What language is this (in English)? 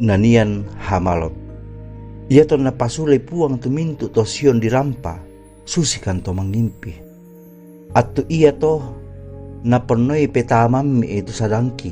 Toraja-Sa'dan